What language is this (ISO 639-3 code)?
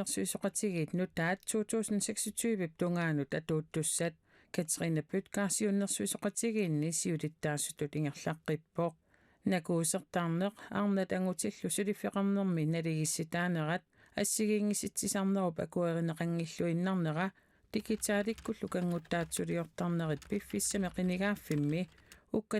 kal